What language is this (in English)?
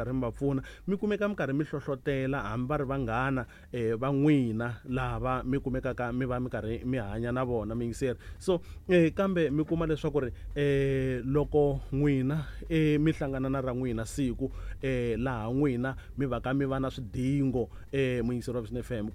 Tsonga